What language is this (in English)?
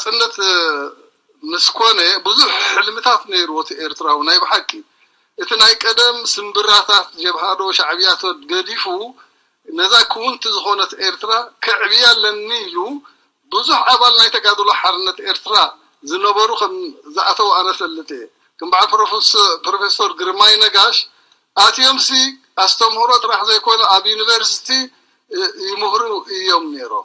Tigrinya